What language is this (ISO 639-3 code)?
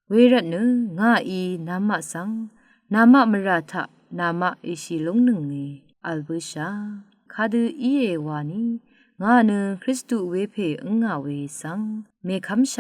raw